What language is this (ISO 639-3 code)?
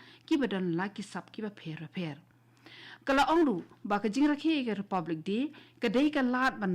kha